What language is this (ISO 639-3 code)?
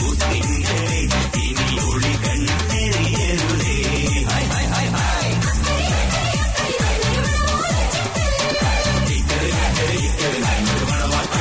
mal